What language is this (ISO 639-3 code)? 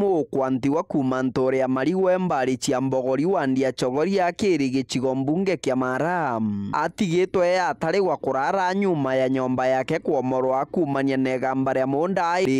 mer